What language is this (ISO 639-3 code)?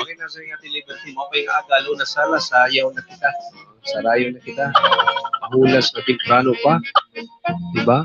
war